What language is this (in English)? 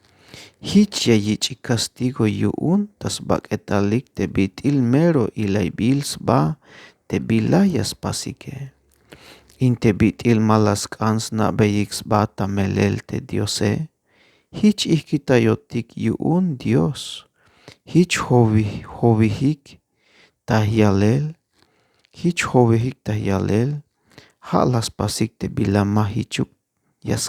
Tzeltal